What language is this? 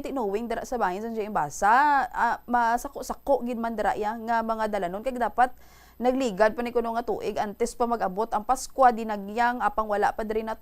Hiligaynon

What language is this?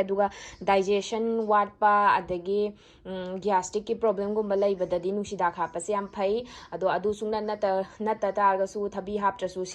Manipuri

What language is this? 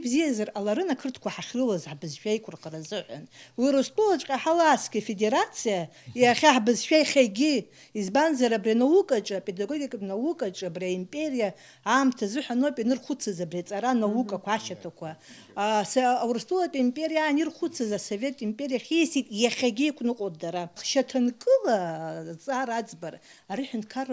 Abkhazian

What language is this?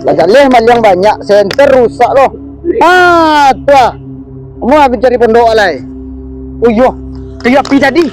Minangkabau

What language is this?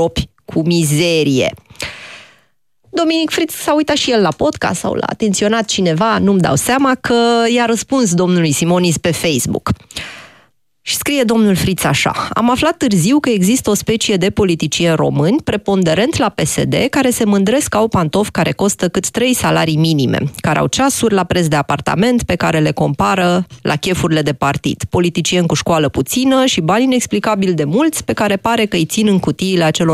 Romanian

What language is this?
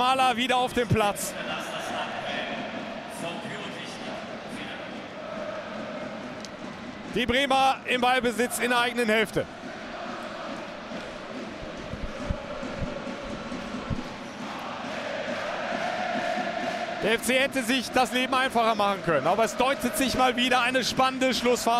German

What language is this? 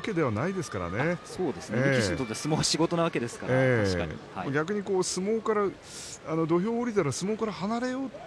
Japanese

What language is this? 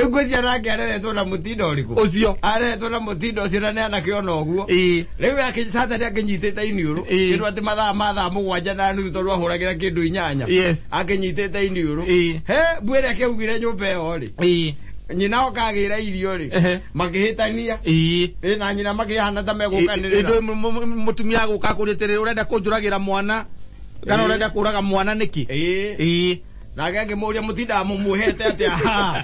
Kikuyu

